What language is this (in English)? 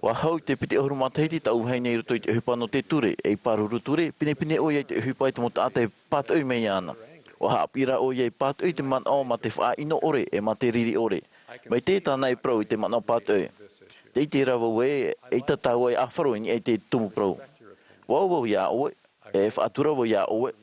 Tahitian